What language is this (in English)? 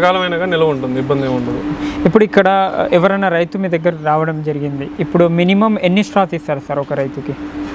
Telugu